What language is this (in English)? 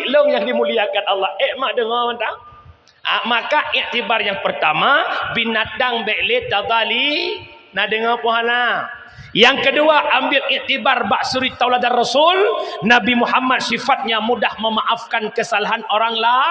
Achinese